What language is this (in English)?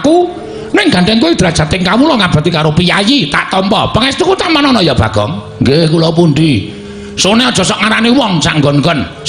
Javanese